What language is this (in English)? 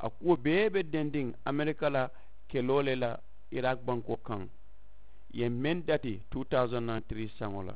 Mandingo